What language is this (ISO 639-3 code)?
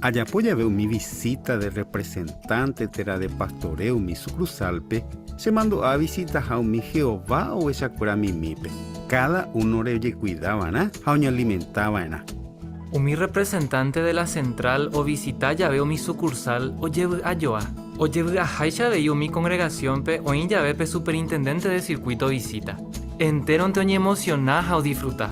grn